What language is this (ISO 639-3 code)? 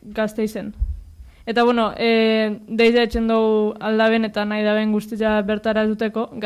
eus